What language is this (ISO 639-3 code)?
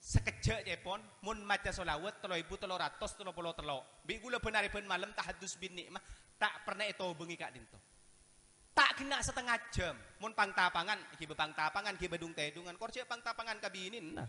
mad